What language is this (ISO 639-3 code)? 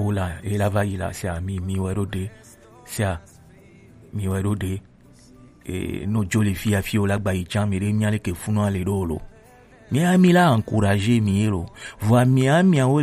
gej